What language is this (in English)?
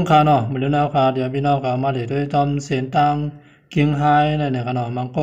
Shan